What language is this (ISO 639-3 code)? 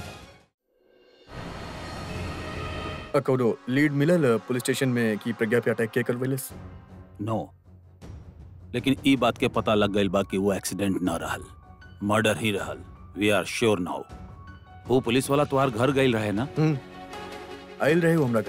bho